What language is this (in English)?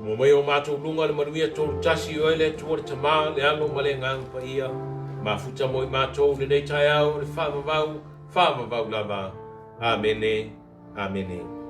Samoan